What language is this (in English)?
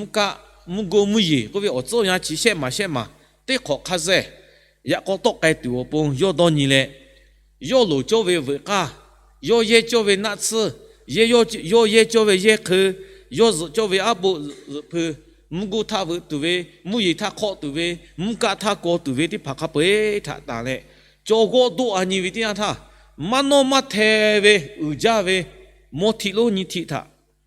Lahu